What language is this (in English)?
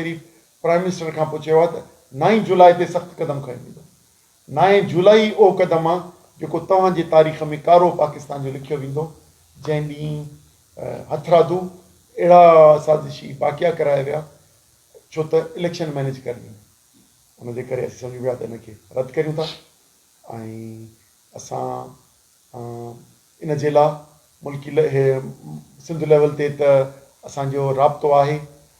Sindhi